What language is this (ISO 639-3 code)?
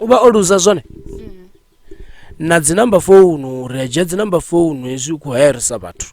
ven